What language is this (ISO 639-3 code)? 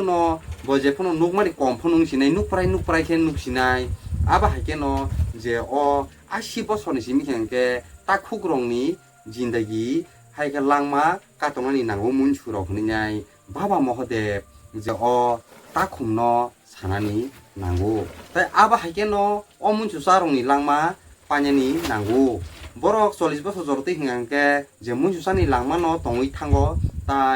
trp